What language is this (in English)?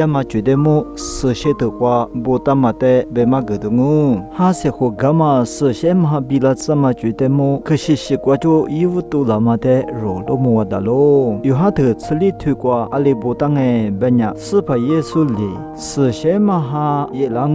Lisu